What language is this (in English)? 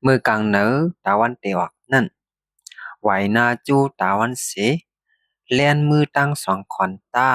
Shan